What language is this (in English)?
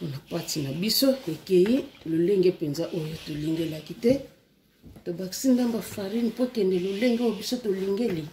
Lingala